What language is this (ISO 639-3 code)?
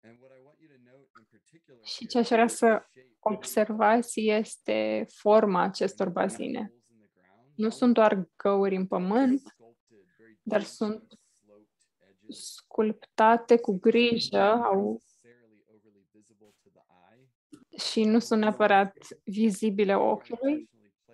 ron